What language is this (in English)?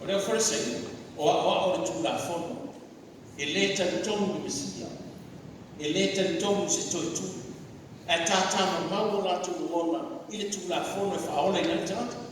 Samoan